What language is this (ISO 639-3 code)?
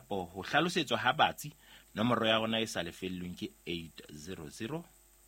sot